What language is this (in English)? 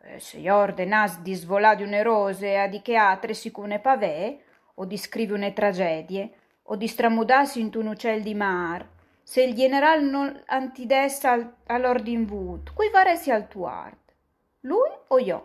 Friulian